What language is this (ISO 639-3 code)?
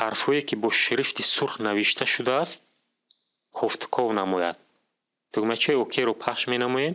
tgk